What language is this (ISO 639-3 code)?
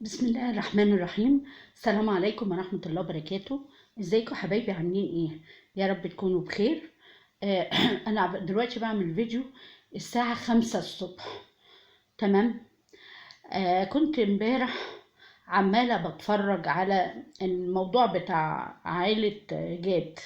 arz